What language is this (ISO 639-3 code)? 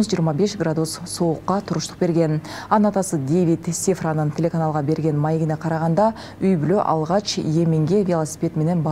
kir